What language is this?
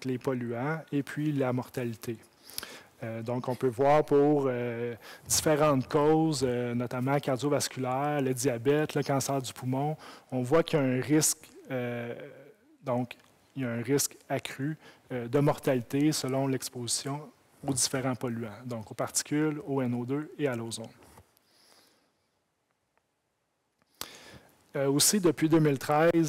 French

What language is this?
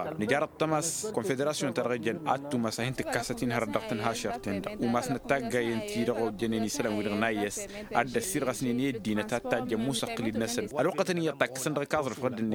Tamasheq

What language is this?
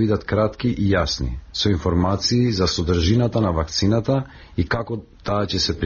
Macedonian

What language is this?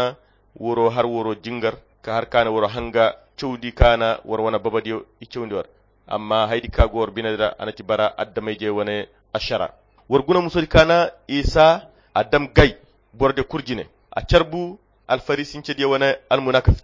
Koyra Chiini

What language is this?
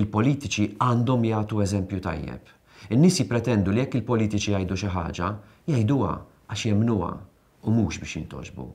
Maltese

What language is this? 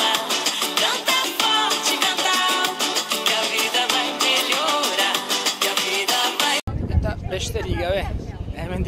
Basque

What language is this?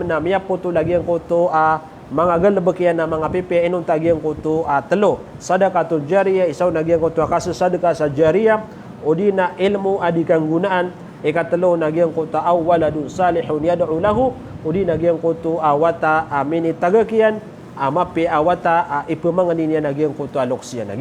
Maranao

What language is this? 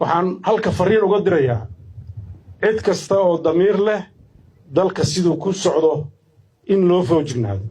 Somali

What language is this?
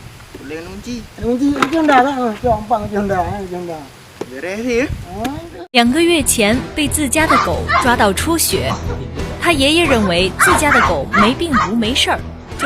Achinese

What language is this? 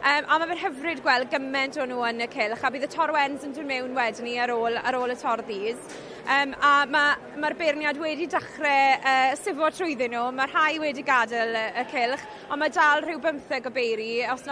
Welsh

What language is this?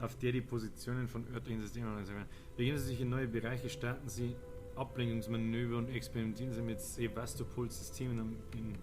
Bavarian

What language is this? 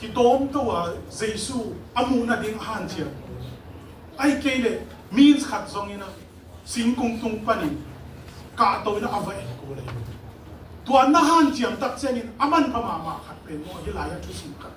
Tedim Chin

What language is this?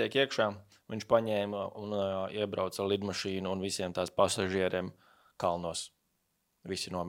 Latvian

